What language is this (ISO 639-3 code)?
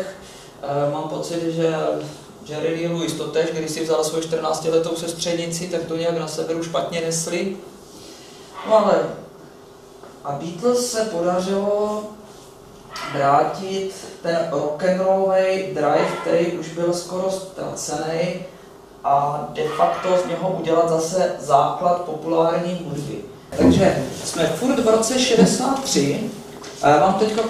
ces